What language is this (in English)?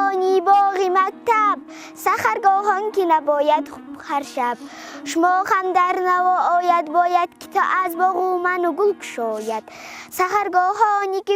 Tajik